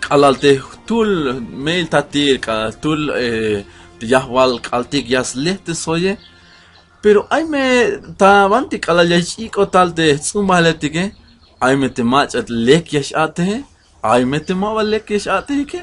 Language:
Tzeltal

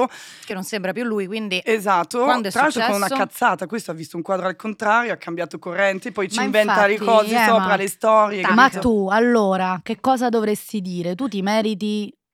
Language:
Italian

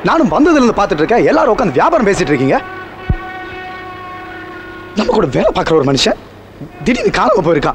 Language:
Tamil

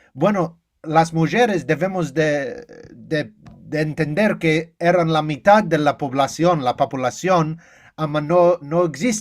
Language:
Ladino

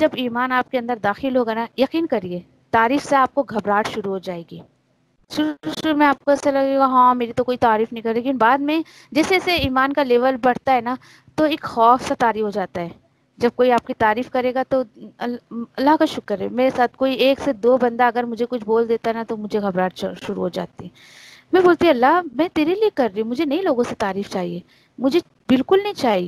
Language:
Urdu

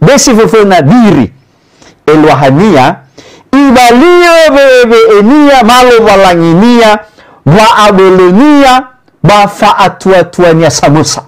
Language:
Nias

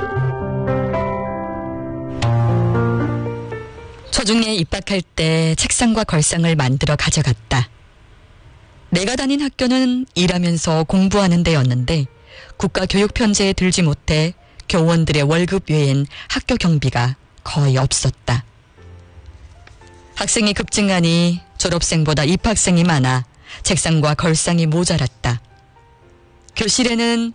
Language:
Korean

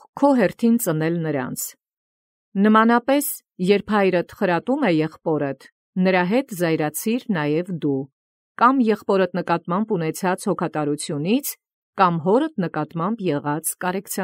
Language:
Armenian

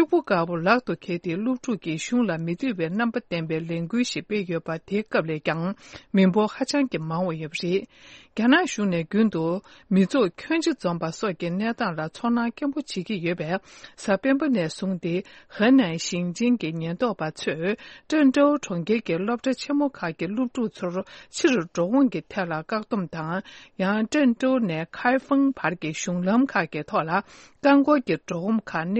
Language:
Tibetan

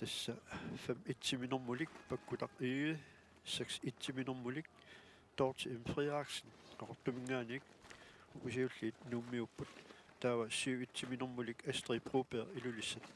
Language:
Kalaallisut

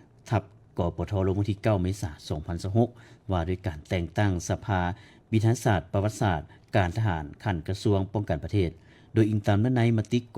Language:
Lao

